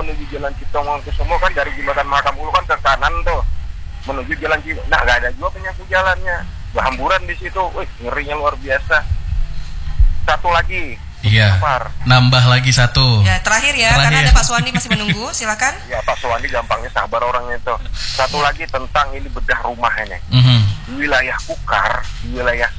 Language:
Indonesian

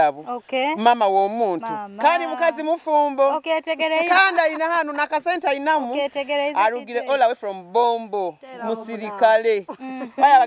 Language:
Nyoro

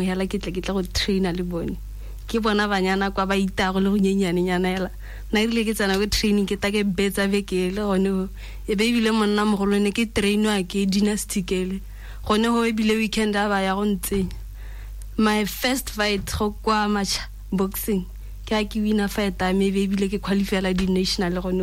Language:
Tswana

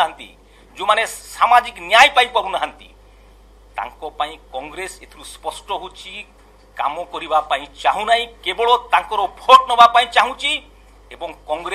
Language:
Odia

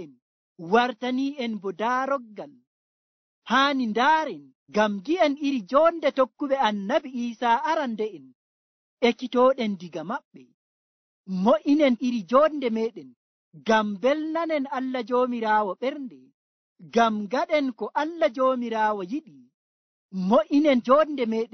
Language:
Nigerian Fulfulde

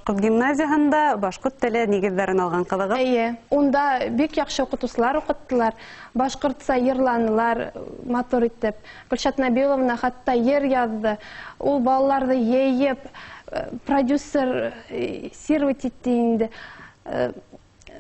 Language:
Bashkir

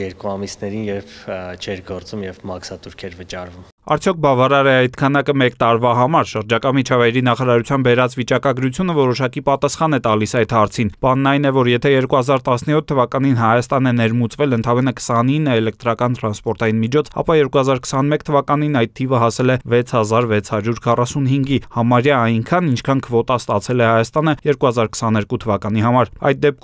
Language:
Armenian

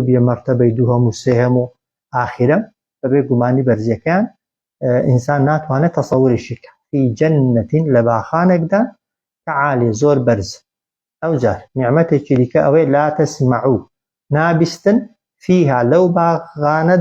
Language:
Central Kurdish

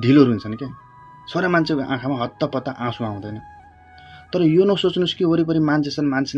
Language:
Nepali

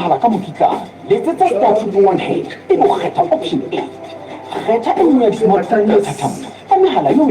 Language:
Southern Sotho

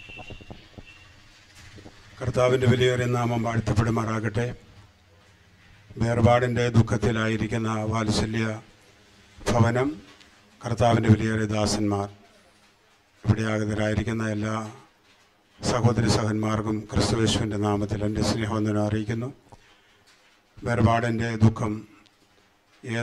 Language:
Malayalam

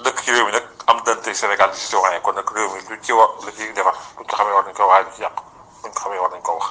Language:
Wolof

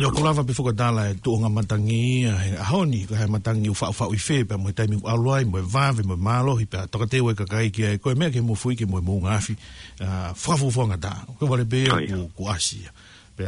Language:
Tongan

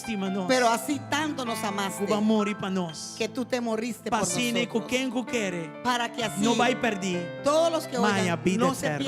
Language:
Papiamento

